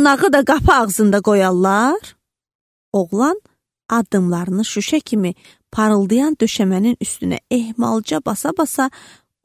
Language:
Azerbaijani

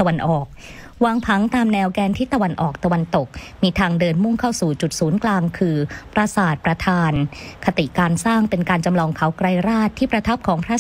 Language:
Thai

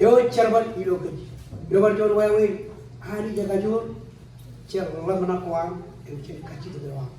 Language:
Marshallese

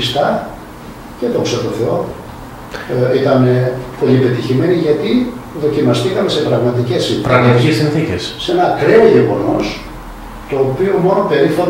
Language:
Greek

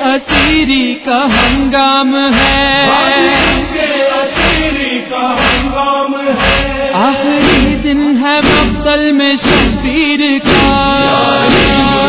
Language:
Urdu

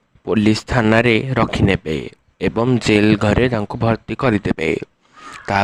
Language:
Odia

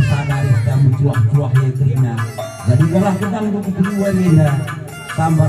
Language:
Batak Karo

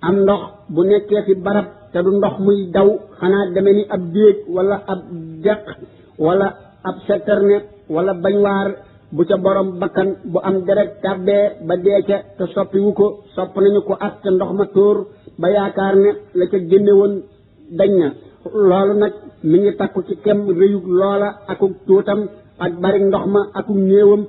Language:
Wolof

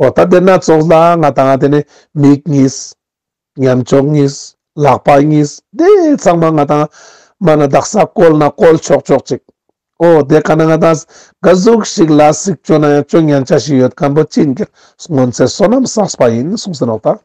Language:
Ladakhi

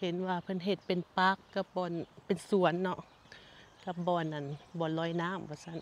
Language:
Lao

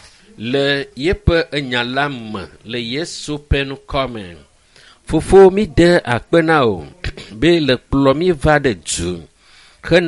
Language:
Ewe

